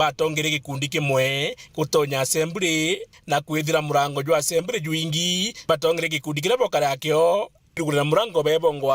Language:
Meru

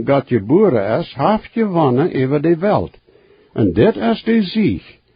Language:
Plautdietsch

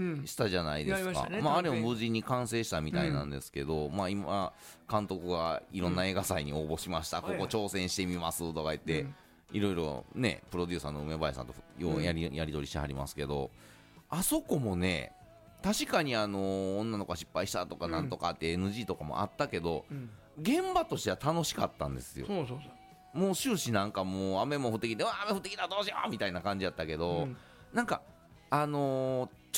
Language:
Japanese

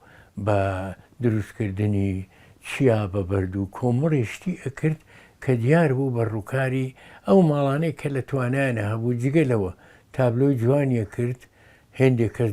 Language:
Central Kurdish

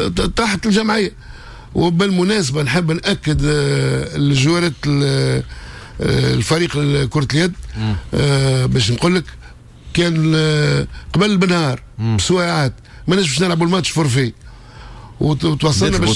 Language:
Tunisian Arabic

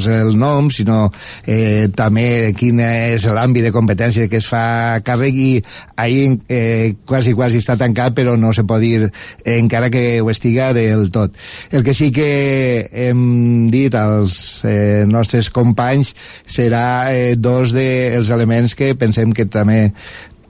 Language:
Catalan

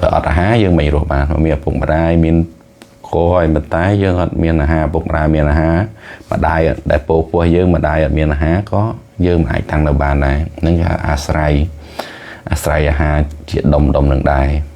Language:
Khmer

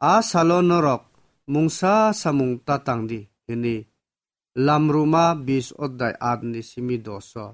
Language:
Kok Borok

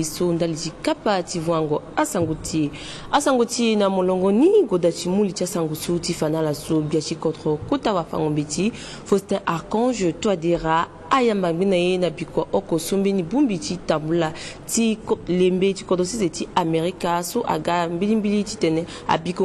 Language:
Sango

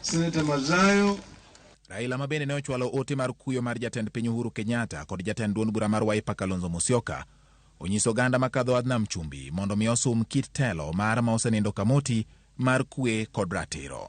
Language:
Luo (Kenya and Tanzania)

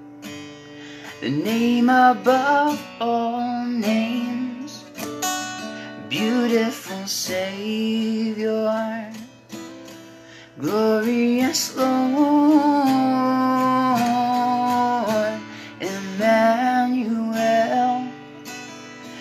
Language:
English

